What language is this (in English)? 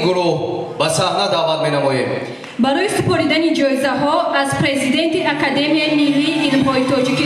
Tajik